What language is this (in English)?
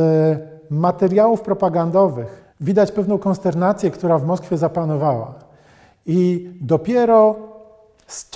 Polish